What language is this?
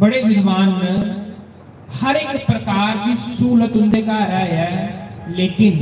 Dogri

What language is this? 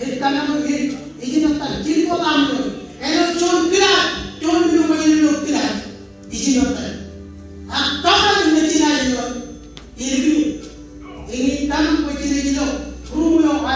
Marshallese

